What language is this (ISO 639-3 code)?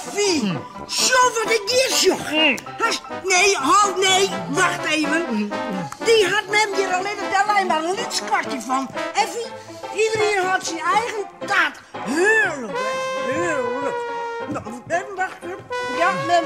fry